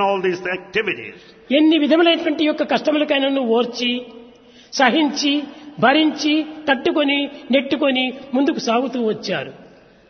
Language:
Telugu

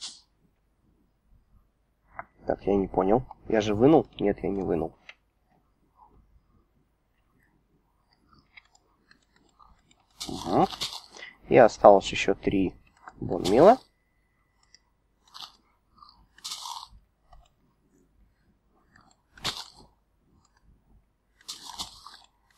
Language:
Russian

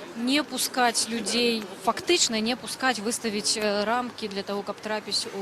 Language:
Belarusian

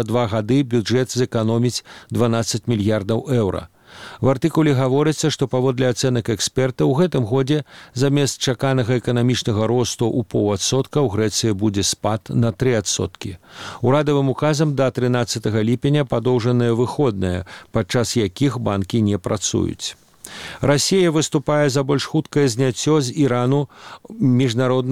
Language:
Belarusian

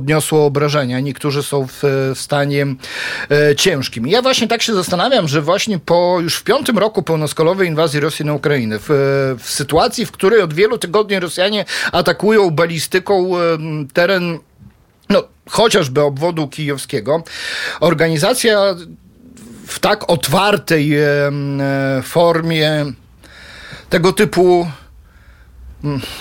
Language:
Polish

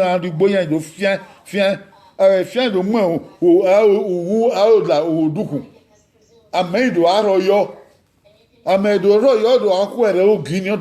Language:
Bini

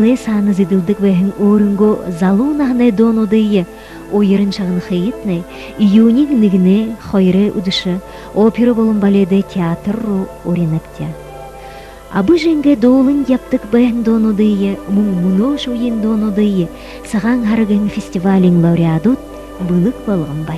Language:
Buriat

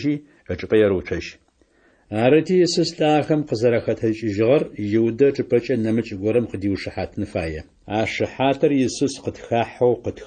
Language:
Adyghe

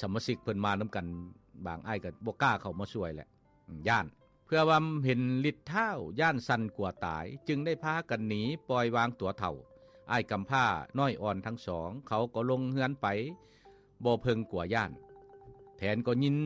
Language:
Lao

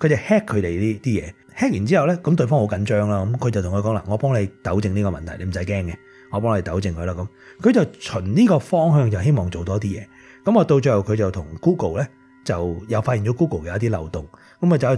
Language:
Cantonese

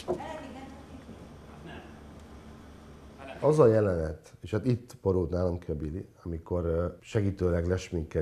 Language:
Hungarian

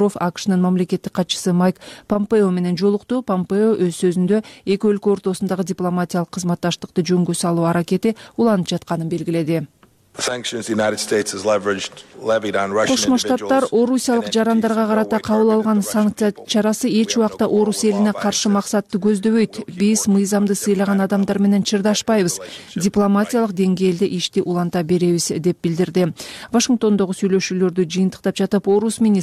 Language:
Kyrgyz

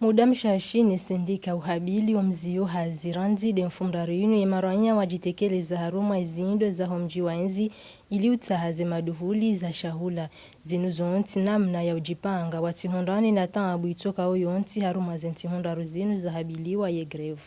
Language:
Ngazidja Comorian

